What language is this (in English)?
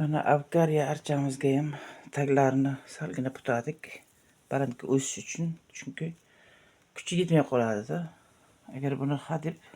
Uzbek